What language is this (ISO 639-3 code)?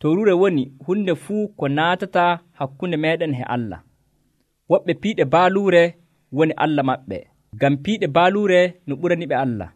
fuv